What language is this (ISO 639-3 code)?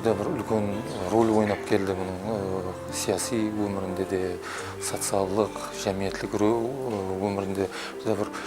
kaa